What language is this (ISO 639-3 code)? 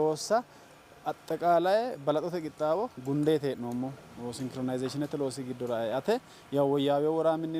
sid